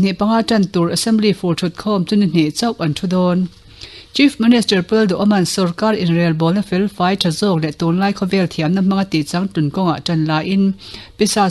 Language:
Mizo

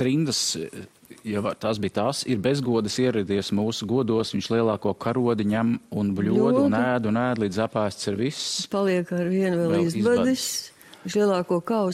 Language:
Latvian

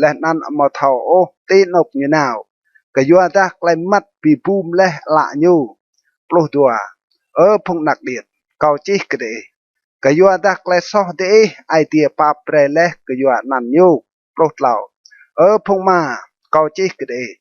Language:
Rade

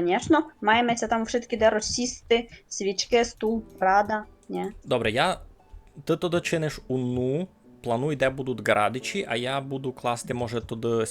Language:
Rusyn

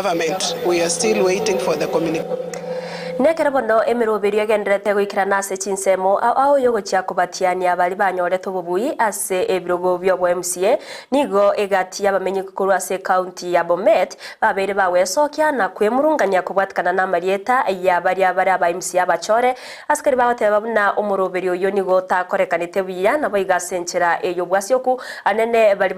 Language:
Gusii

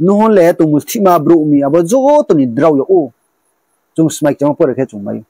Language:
Riang (India)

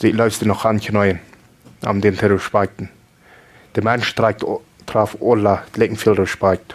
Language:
Plautdietsch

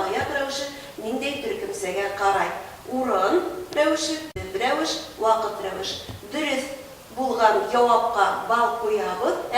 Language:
Bashkir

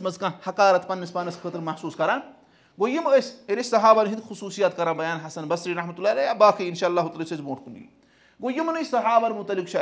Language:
Kashmiri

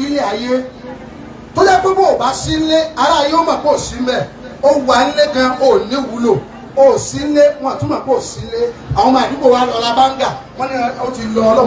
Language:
Yoruba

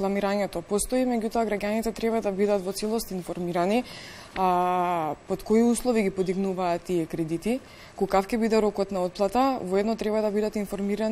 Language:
Macedonian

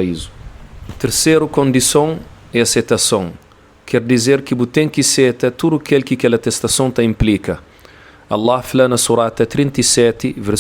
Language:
Kabuverdianu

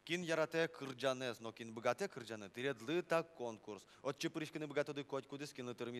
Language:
Udmurt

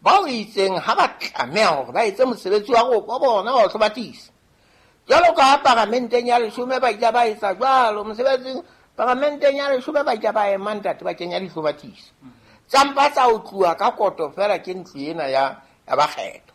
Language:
Southern Sotho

